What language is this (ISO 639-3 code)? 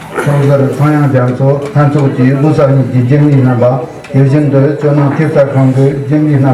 bod